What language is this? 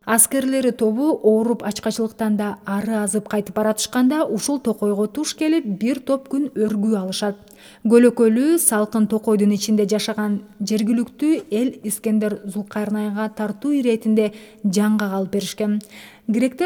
Kyrgyz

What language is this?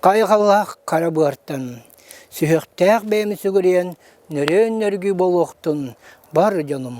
Yakut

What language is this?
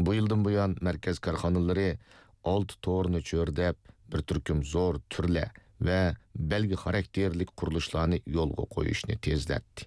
Uyghur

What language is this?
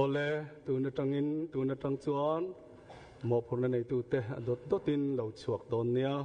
Mizo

